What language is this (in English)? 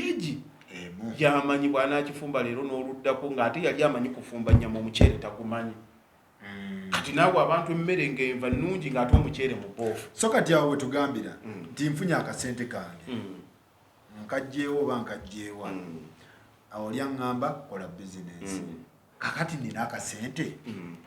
Ganda